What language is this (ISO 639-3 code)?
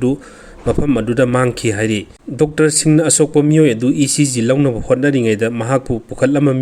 mni